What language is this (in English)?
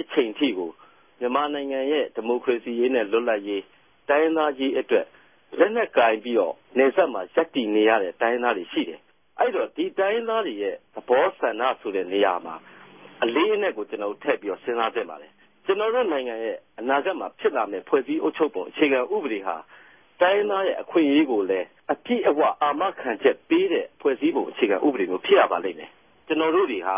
Burmese